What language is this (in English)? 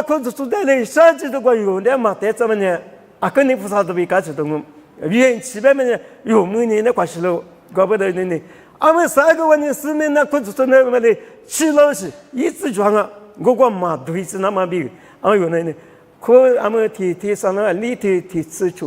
Lisu